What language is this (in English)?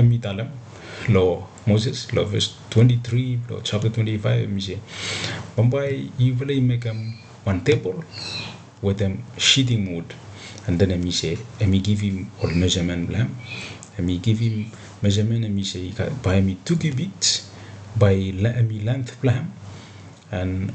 Bislama